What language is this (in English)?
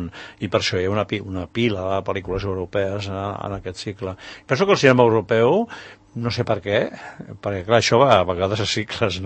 Catalan